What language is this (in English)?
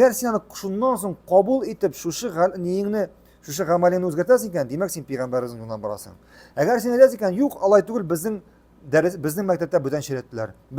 Tatar